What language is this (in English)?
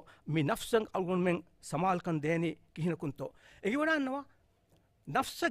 Divehi